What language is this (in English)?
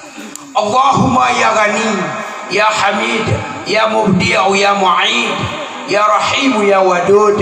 Achinese